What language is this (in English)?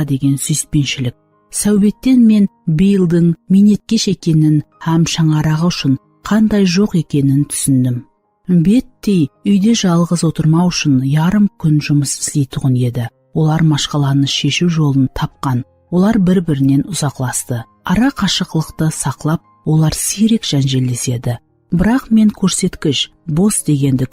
Kara-Kalpak